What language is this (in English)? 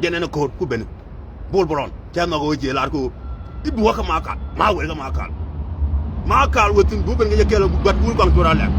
Nuer